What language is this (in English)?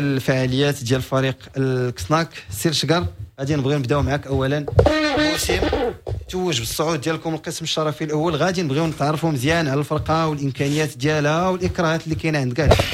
Moroccan Arabic